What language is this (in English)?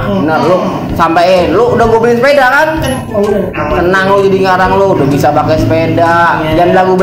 Betawi